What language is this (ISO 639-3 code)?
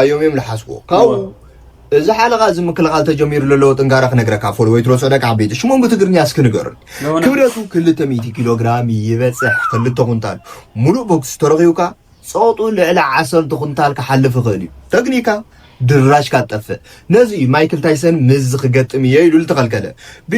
tir